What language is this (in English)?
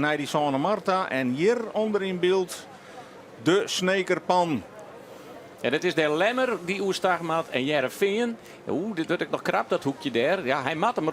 Western Frisian